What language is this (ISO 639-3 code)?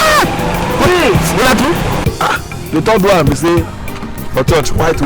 pcm